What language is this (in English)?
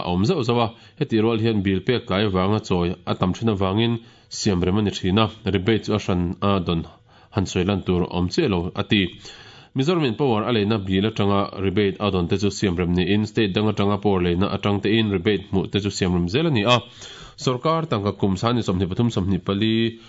Mizo